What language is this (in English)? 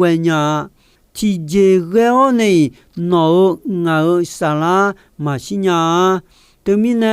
Akha